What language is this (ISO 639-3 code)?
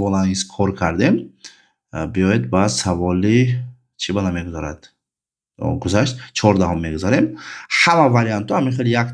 tgk